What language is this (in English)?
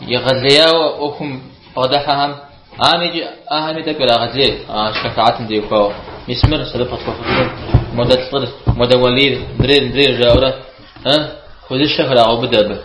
Kabardian